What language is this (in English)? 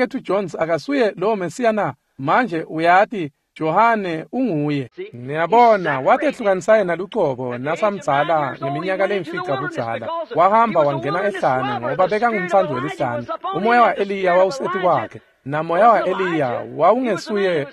Swati